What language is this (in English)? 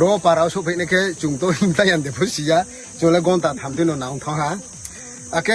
Riang (India)